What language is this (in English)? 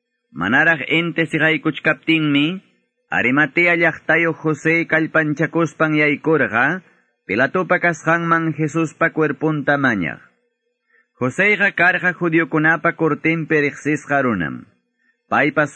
Quechua